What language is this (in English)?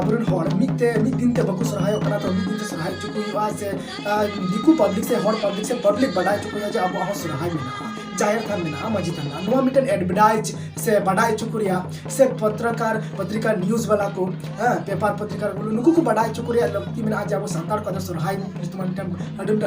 Santali